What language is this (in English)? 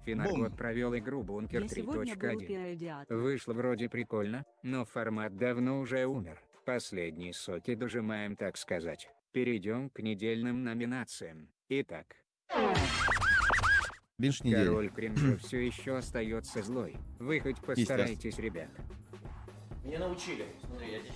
Russian